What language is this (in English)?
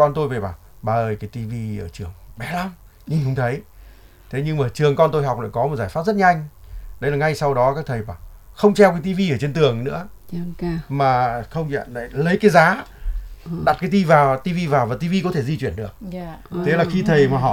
Vietnamese